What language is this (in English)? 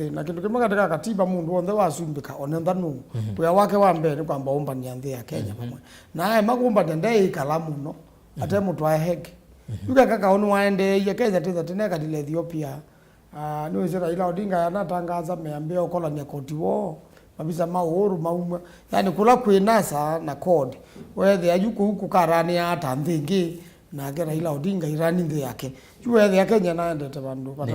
Kamba